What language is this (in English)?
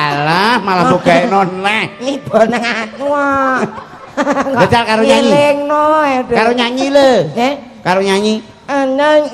Javanese